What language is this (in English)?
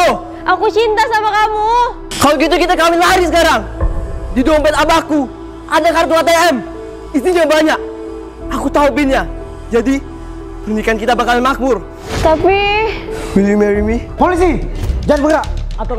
Indonesian